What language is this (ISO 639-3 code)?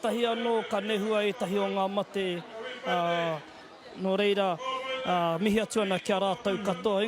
mri